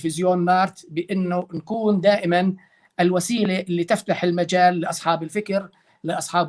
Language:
North Levantine Arabic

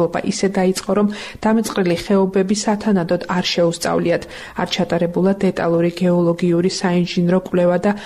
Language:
Georgian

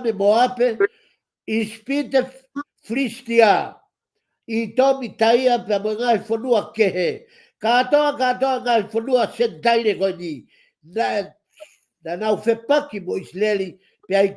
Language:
Tongan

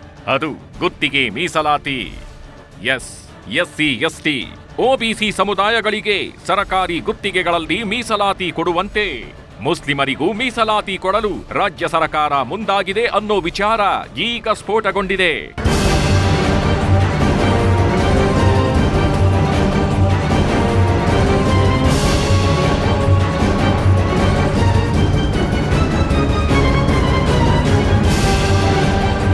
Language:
Kannada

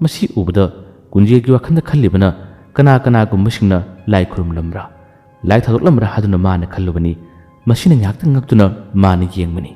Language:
Manipuri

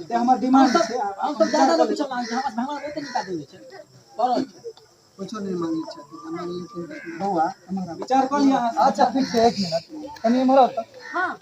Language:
Maithili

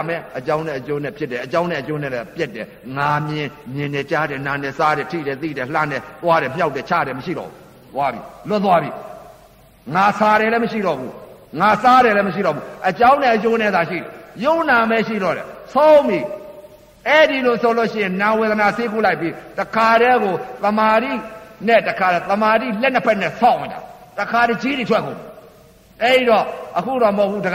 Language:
Burmese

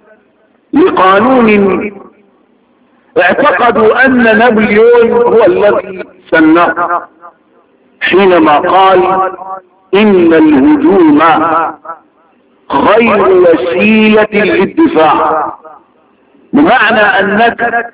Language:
Arabic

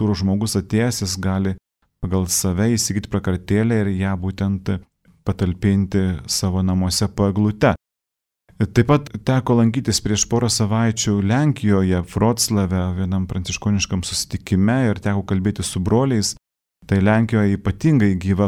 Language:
Lithuanian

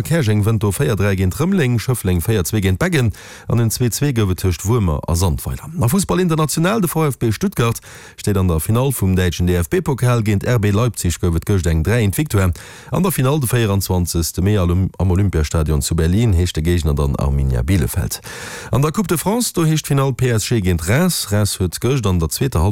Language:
Luxembourgish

